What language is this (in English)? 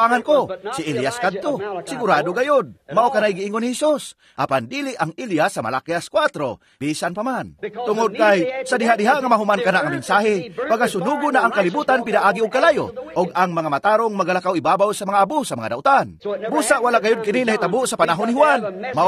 Cebuano